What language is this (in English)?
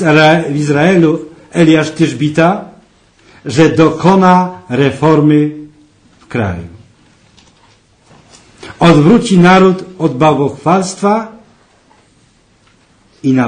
Polish